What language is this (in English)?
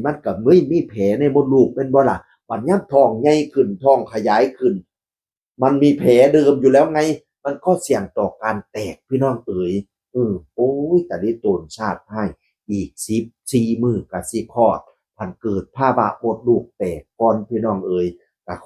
Northeastern Thai